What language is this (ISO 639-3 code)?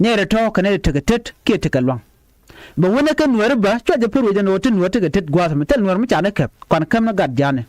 nus